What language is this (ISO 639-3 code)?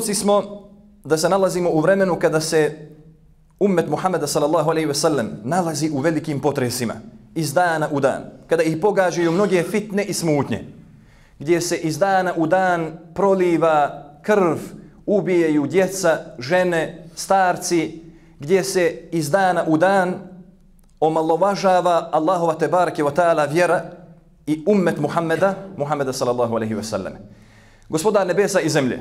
bos